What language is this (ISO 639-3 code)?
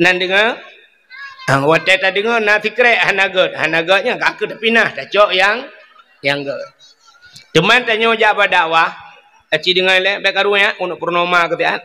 ace